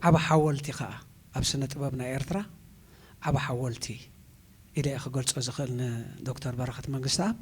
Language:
Tigrinya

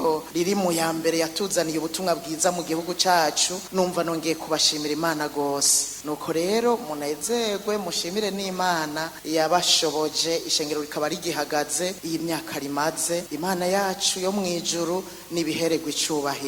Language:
Rundi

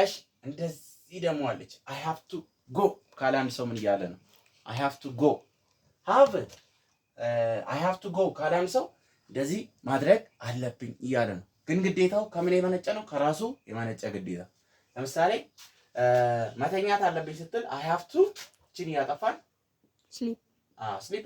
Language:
Amharic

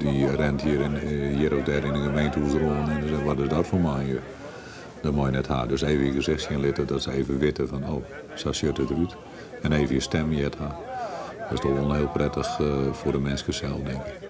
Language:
Western Frisian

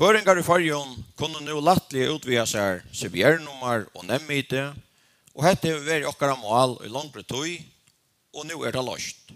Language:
Faroese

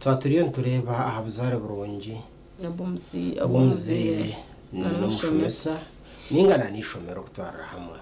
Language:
Nyankole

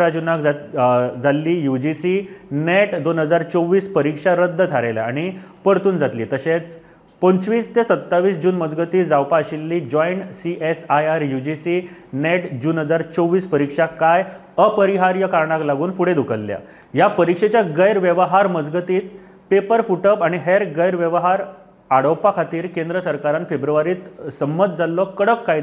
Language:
Konkani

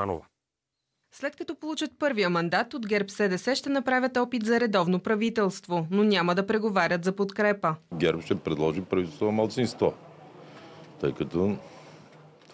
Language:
Bulgarian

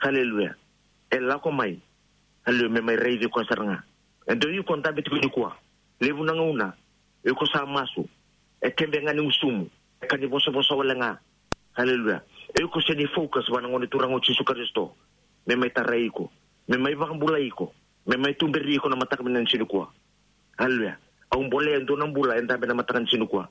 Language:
Fijian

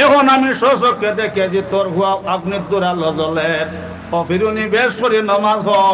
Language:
Sylheti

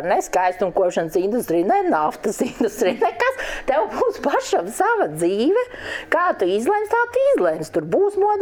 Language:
Latvian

